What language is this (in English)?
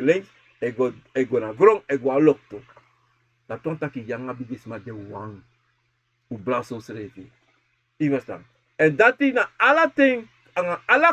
Sranan Tongo